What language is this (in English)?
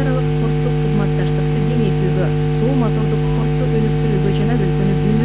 Kyrgyz